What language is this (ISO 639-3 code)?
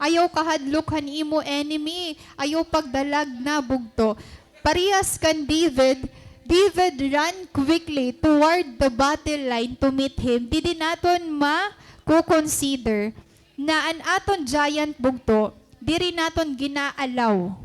war